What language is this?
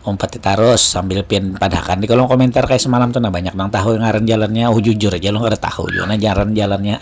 Banjar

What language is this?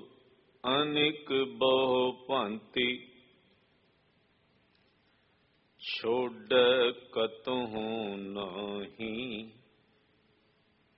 Punjabi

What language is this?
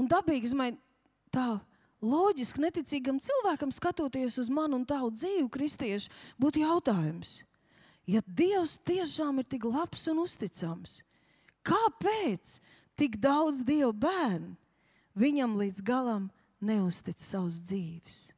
Latvian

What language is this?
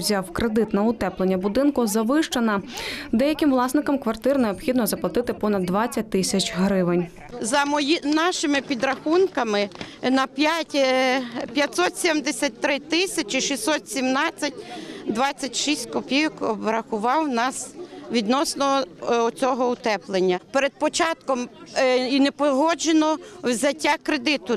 Ukrainian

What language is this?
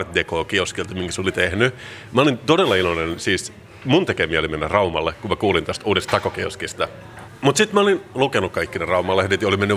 Finnish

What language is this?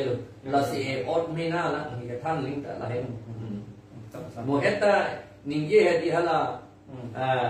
Karbi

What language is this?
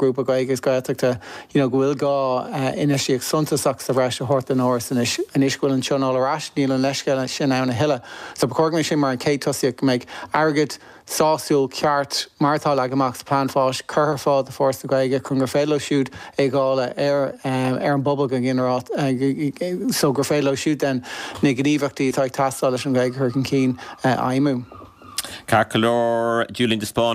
Irish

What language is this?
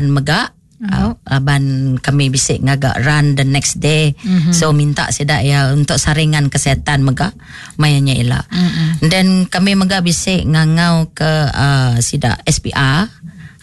Iban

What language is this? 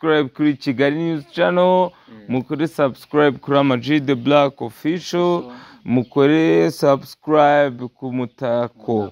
Kinyarwanda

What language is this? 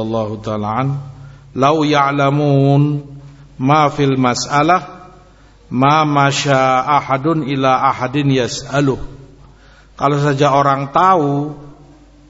Indonesian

